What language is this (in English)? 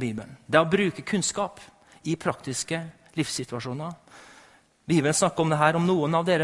Norwegian